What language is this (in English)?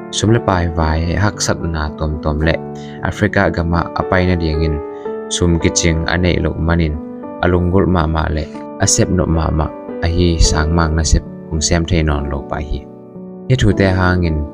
Tedim Chin